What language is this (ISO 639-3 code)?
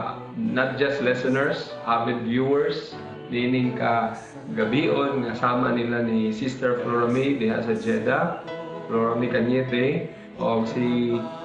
ceb